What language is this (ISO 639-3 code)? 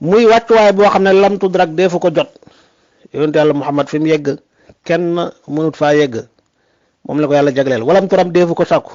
wol